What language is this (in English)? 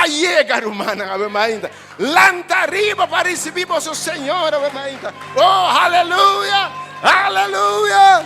Papiamento